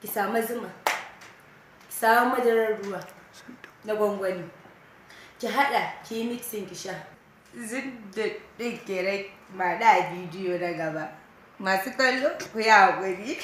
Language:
Hausa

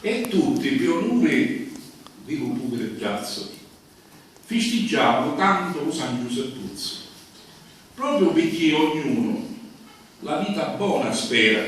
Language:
Sicilian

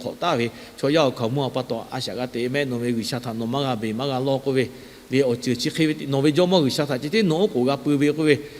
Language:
Lahu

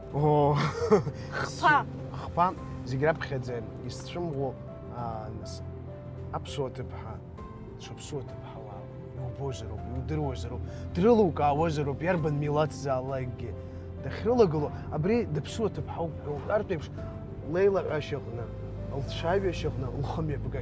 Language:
Abkhazian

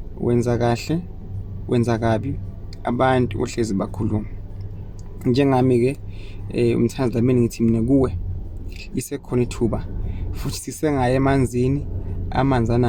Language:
Zulu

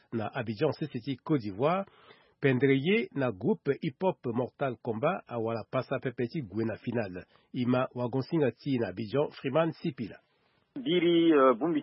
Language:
Sango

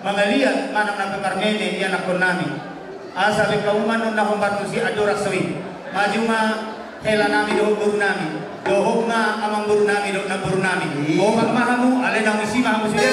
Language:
Batak Toba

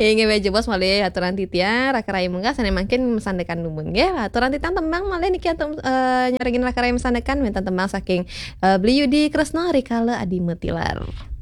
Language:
Balinese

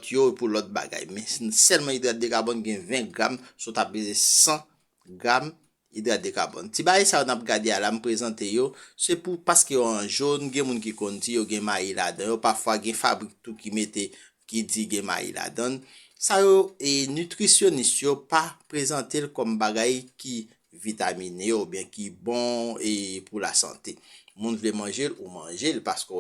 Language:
Haitian Creole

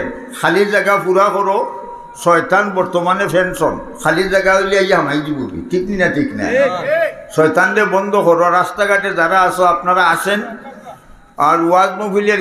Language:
Sylheti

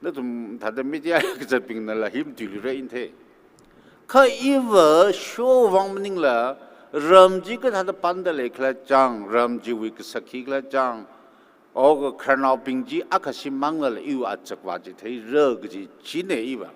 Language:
Tangkhul Naga (India)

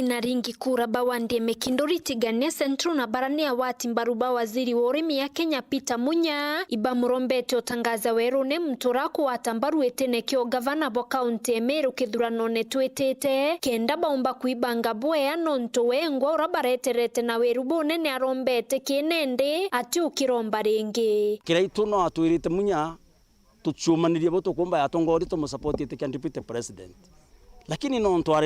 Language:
Meru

